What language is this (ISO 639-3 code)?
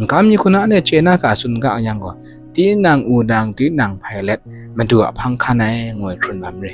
kac